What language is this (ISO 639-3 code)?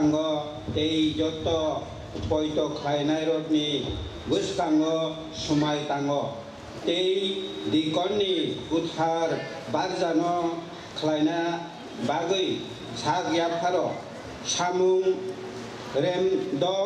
trp